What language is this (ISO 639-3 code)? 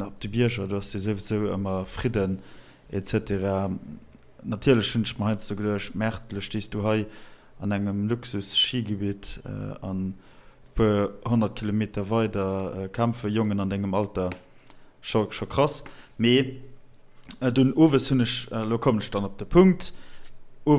ltz